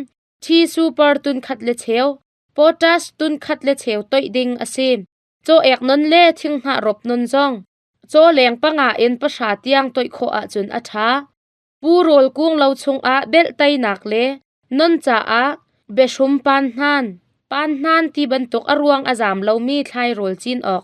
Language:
Hakha Chin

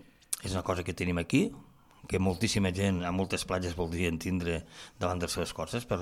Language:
Catalan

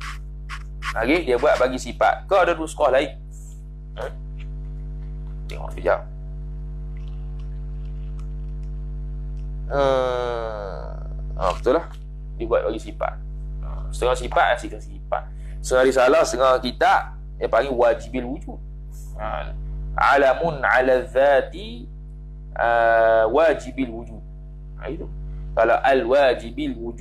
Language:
Malay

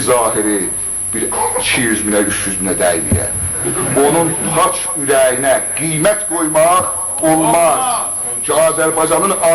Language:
South Azerbaijani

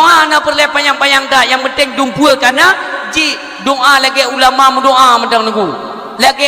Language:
Achinese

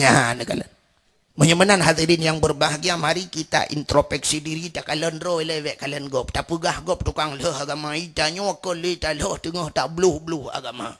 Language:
Achinese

